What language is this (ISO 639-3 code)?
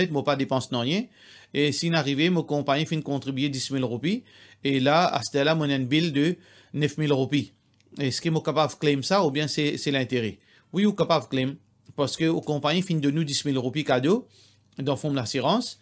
mfe